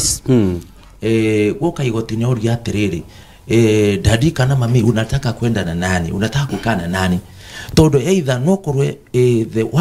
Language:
Kikuyu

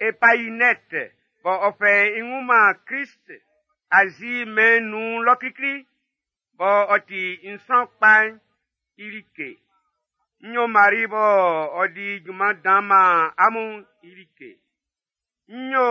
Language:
Baoulé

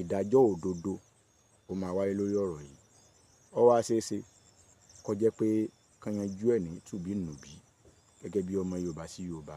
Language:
Yoruba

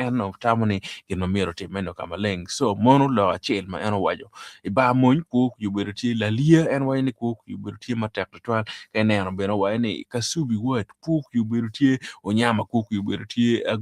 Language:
Acoli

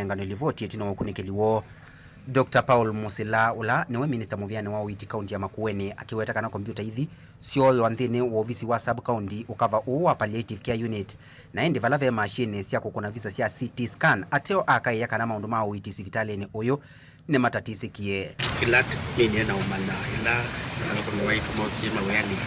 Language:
Kamba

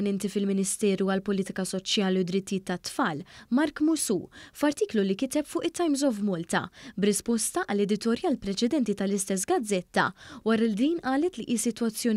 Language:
Maltese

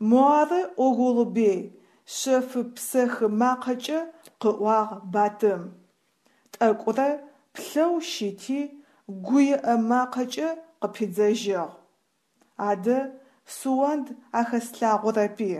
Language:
Adyghe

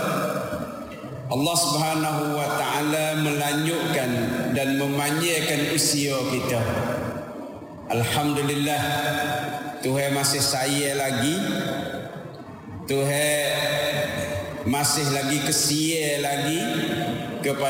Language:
Malay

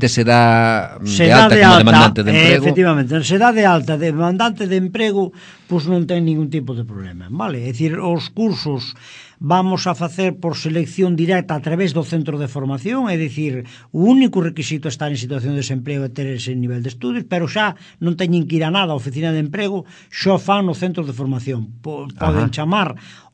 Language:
Galician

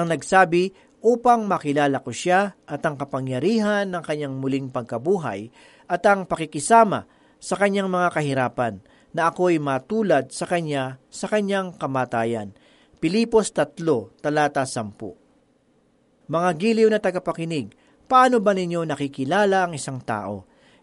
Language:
Filipino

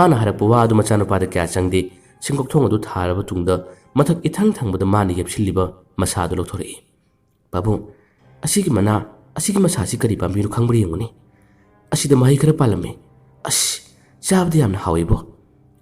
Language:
Manipuri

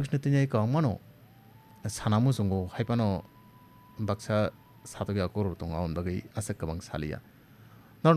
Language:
Kok Borok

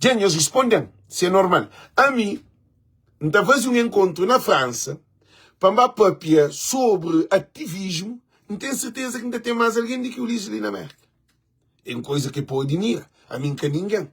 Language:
Kabuverdianu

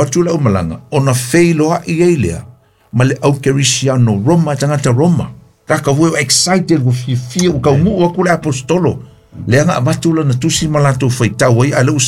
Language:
Samoan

